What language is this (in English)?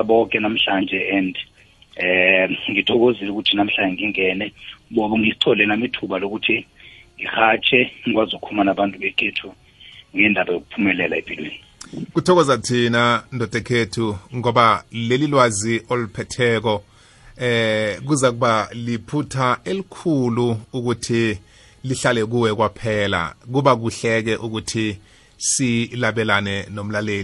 South Ndebele